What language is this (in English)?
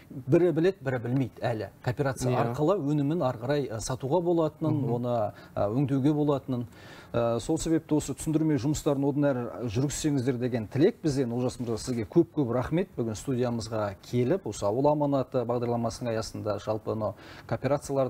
Kazakh